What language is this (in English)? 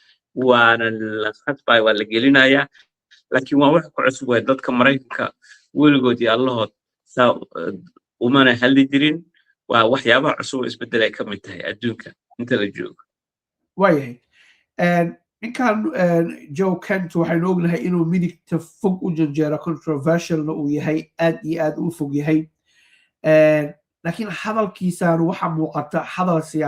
Somali